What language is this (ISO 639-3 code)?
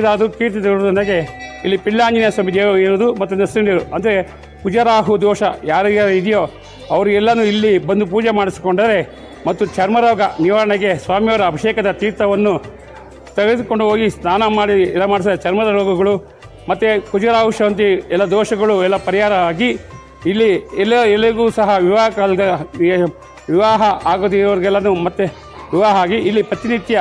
kan